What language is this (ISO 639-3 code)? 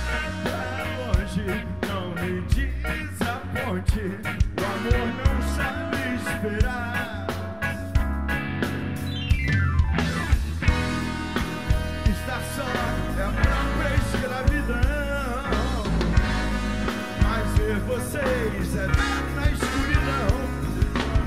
por